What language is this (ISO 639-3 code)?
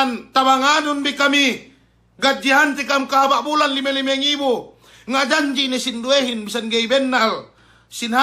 yka